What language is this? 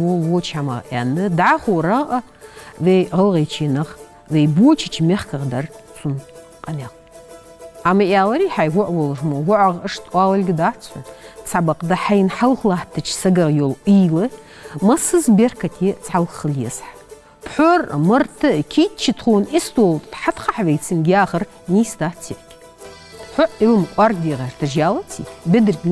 Ingush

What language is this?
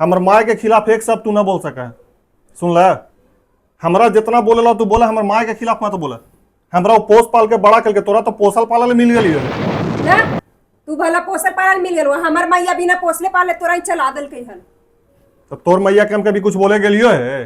Magahi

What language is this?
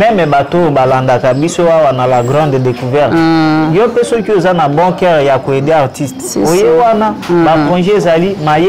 Lingala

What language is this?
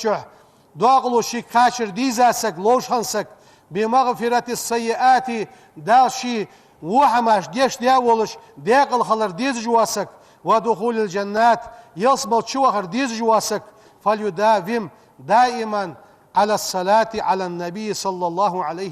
Ingush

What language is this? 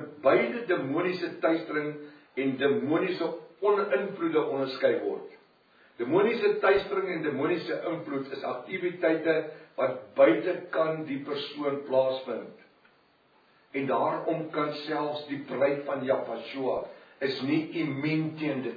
Afrikaans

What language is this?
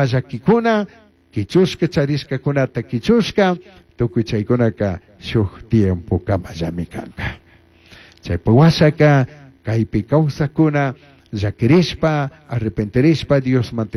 Chimborazo Highland Quichua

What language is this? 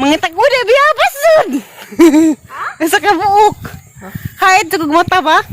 Cebuano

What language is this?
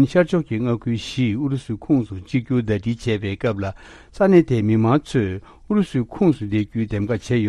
Tibetan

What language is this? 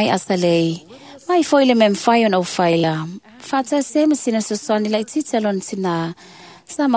Samoan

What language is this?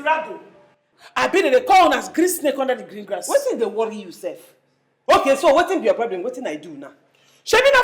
Nigerian Pidgin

